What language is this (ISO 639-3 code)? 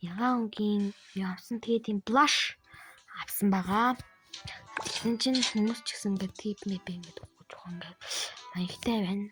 mon